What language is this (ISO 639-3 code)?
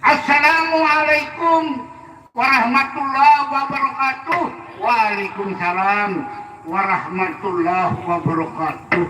sas